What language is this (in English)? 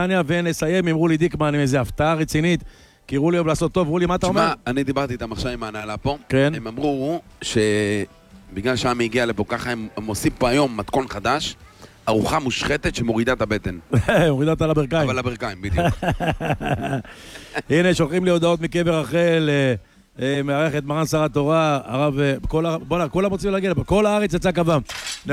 Hebrew